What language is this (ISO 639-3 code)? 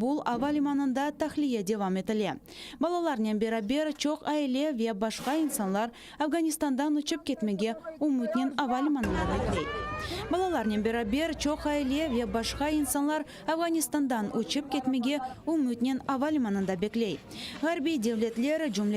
crh